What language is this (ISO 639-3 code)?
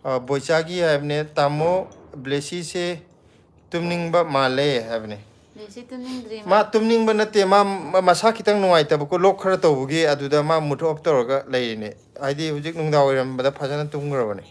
mni